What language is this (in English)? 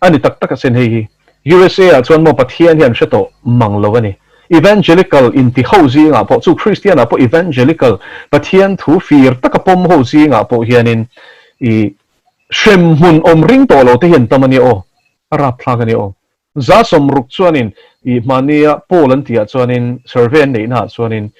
Mizo